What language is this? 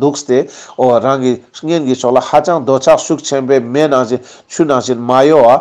Ladakhi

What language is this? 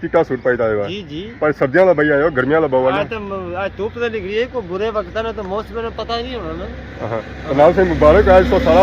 Pahari-Potwari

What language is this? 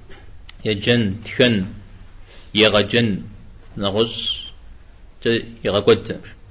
Kabardian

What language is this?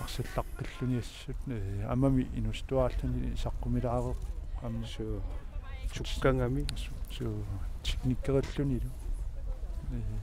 Kalaallisut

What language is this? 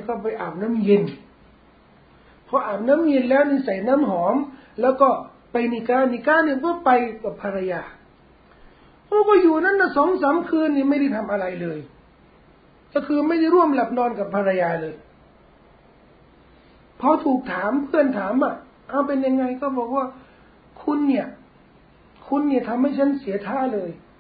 Thai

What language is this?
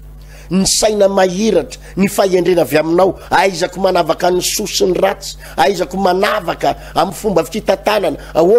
Malagasy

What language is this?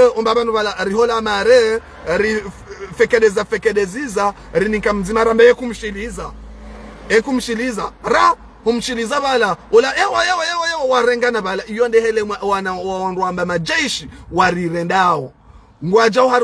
Ngazidja Comorian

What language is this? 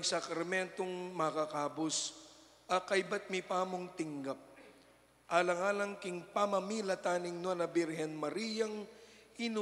Pampanga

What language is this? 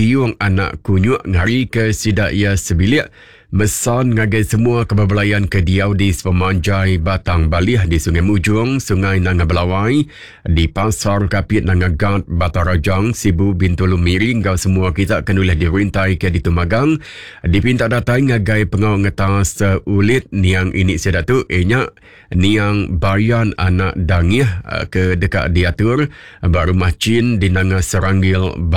Iban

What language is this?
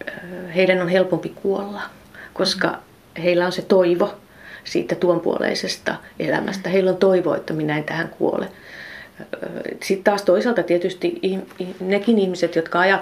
Finnish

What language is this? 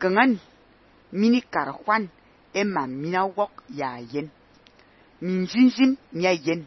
Fang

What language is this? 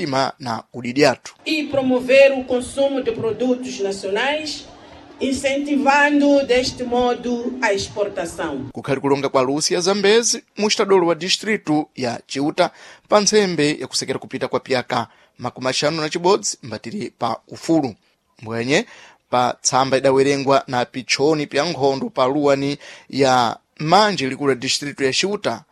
Sena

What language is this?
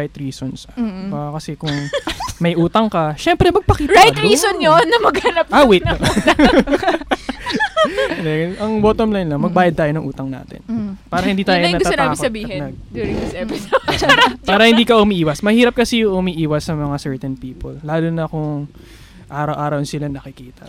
Filipino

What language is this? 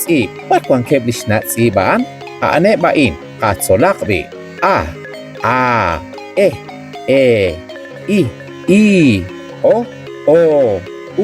Kekchí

